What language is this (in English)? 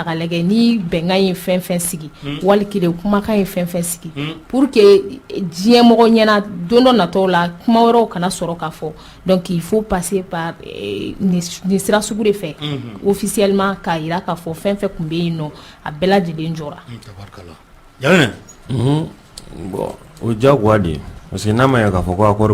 Bambara